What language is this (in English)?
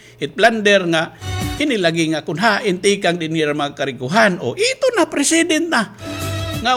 Waray